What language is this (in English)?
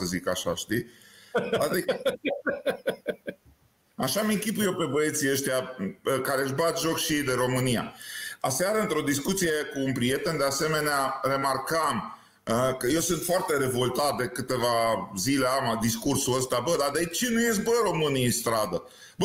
Romanian